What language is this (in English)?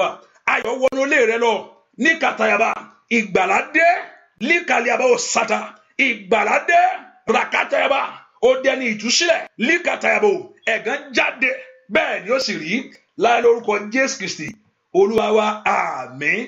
Yoruba